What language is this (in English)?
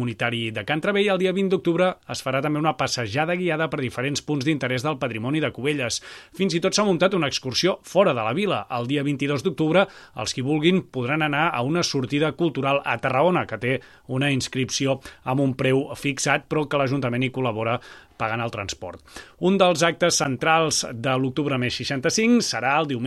Catalan